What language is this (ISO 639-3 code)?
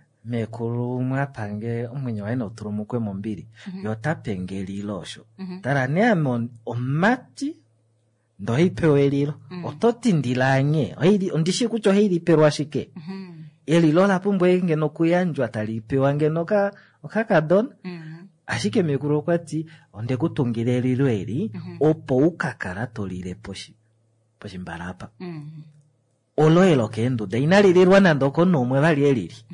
kua